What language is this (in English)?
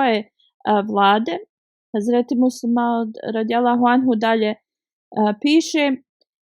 Bosnian